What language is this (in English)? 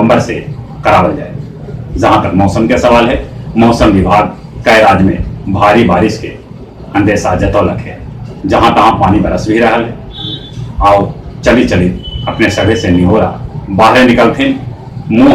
Magahi